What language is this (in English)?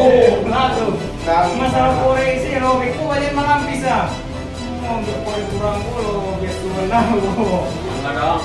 Minangkabau